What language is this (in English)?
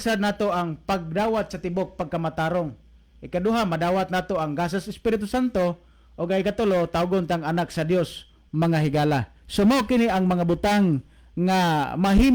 Cebuano